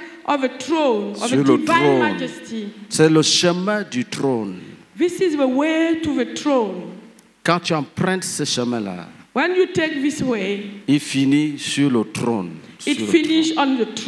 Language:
French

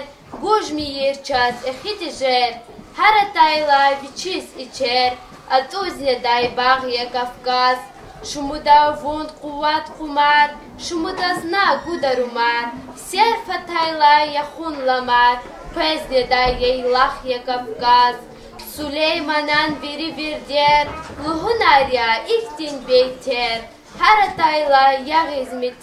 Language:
Lezghian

